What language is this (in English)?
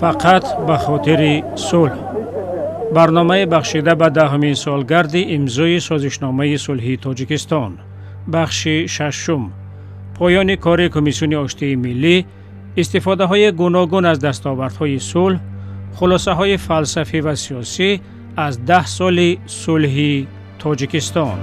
Tajik